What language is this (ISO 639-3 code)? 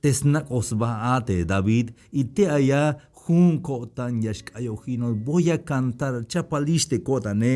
tzh